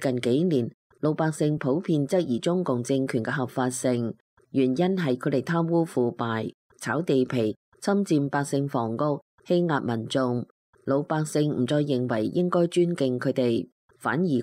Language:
Cantonese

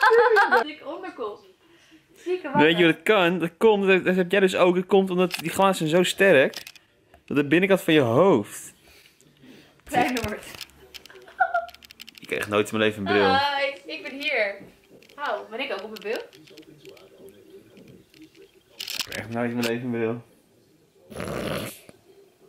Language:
Dutch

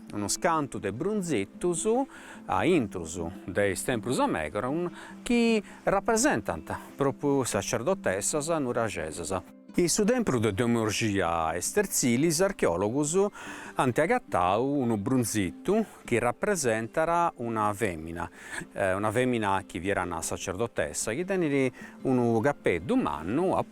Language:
Sardinian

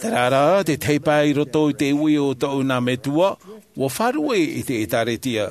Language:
Tahitian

